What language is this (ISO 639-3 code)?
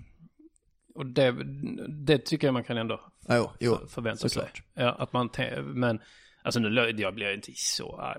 swe